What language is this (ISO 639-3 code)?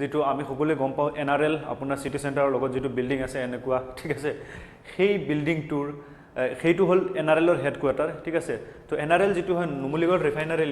asm